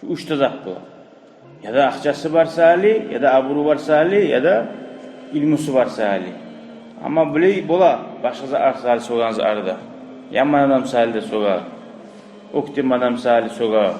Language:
Kumyk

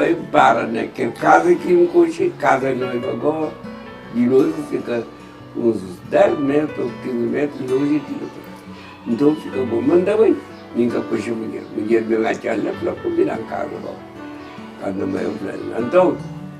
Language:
Kabuverdianu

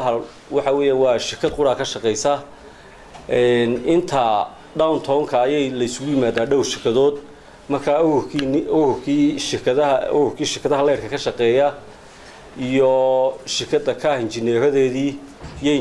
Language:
Somali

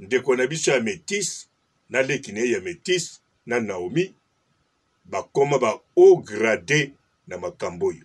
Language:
Lingala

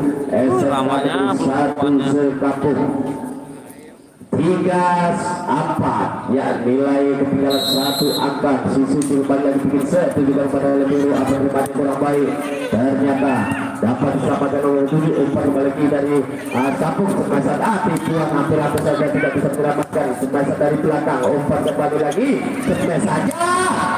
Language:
Indonesian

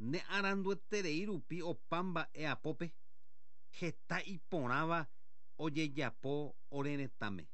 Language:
Guarani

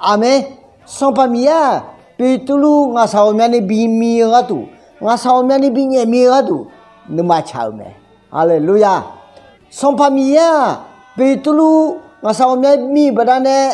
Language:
Akha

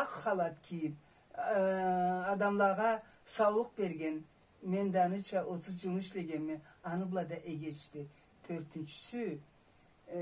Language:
Karachay-Balkar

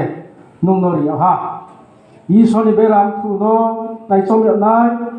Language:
Riang (India)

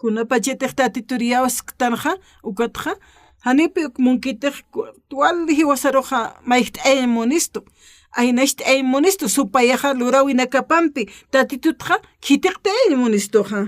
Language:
Aymara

